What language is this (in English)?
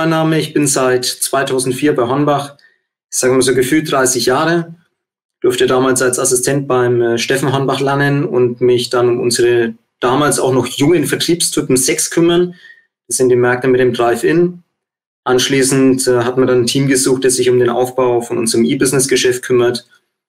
German